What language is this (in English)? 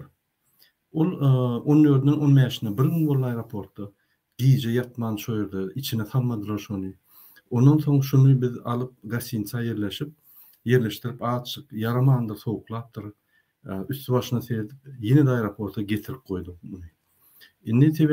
Turkmen